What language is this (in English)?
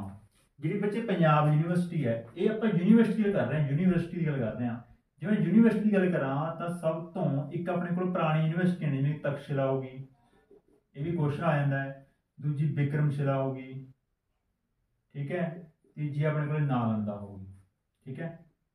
Punjabi